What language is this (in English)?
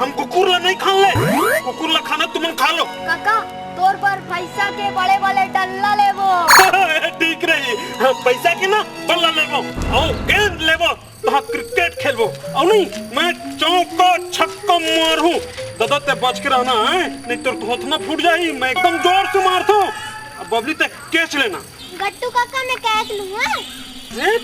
Chhattisgarhi